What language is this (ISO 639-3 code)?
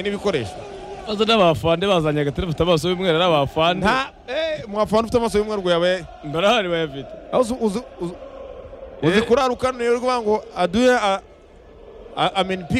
kin